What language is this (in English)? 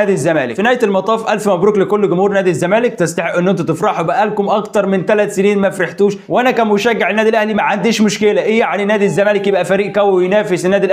Egyptian Arabic